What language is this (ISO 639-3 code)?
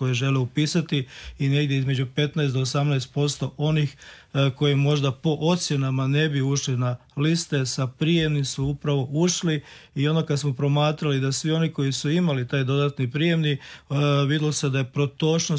hrv